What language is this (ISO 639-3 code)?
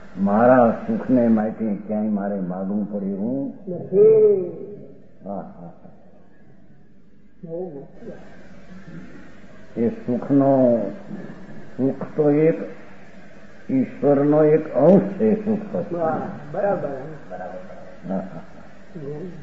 guj